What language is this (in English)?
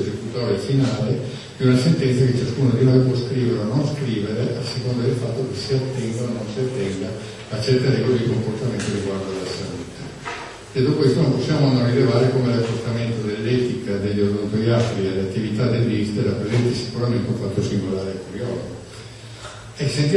Italian